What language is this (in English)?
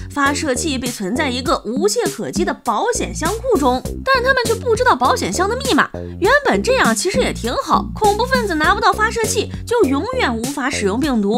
Chinese